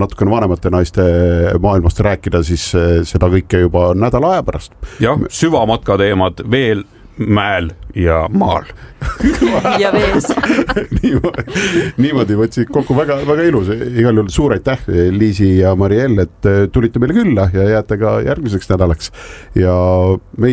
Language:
Estonian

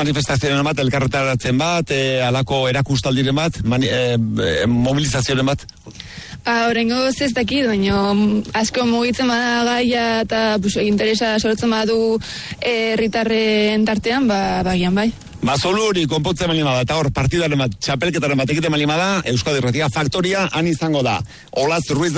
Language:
Basque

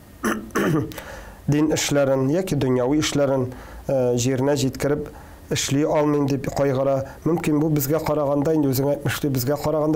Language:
Tatar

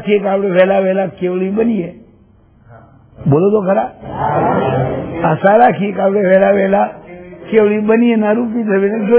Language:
Gujarati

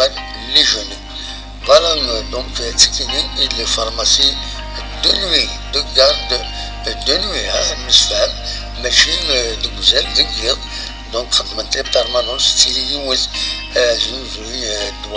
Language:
Kabyle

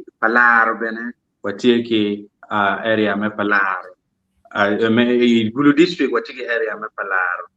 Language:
Acoli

